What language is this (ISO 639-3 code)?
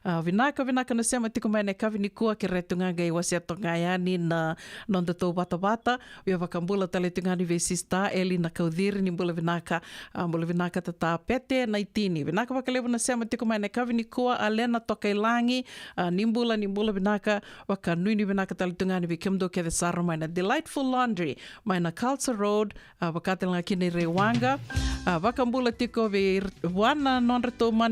fij